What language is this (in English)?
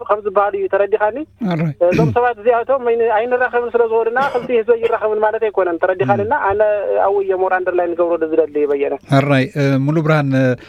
Tigrinya